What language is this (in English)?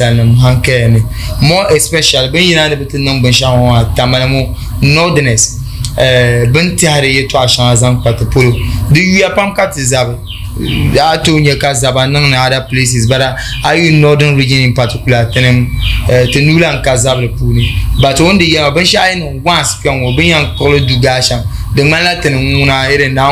Dagbani